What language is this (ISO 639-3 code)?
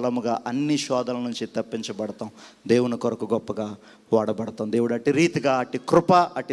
tel